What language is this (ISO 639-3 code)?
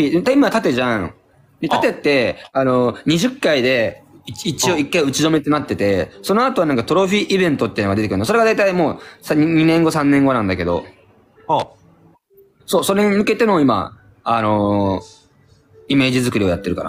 jpn